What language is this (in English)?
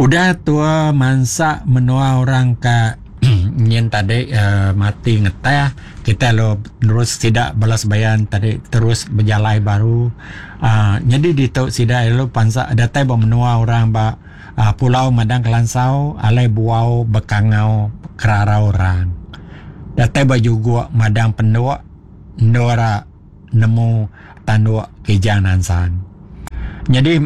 Iban